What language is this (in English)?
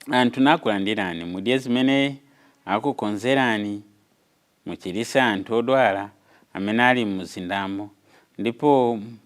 Nyanja